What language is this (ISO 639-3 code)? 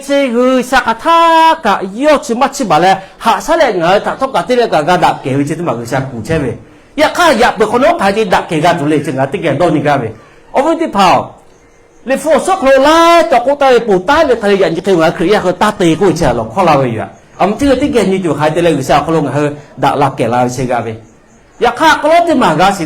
lhu